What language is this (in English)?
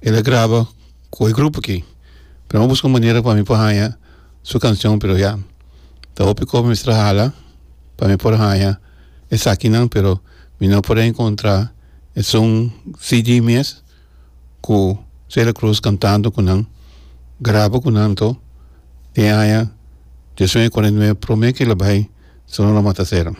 Papiamento